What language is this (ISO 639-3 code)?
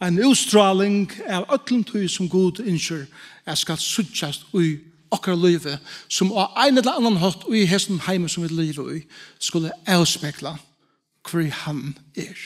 fao